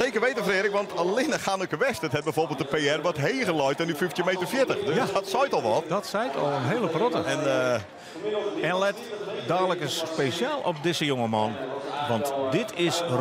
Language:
Western Frisian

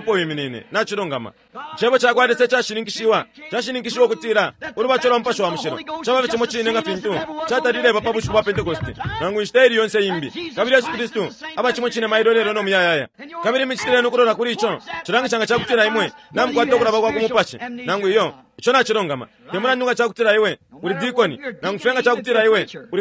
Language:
Bemba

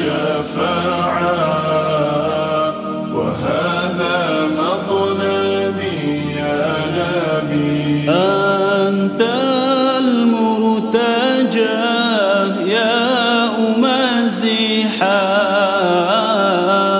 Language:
Arabic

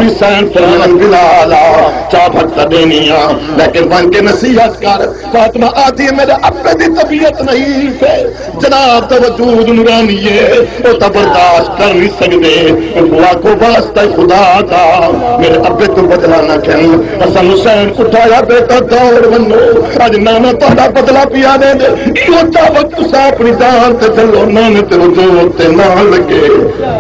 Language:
Saraiki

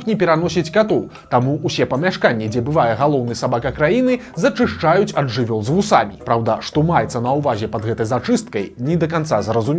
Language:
Belarusian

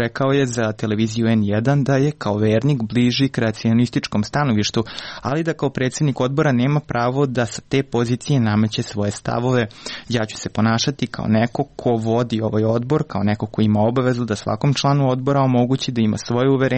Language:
Serbian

